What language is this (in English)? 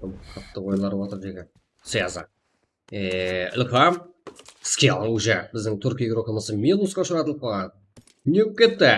Kara-Kalpak